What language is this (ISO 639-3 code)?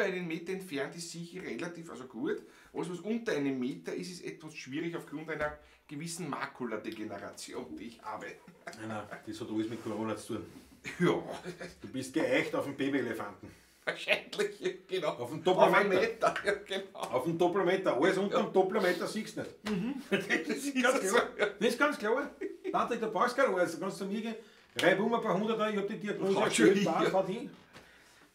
bar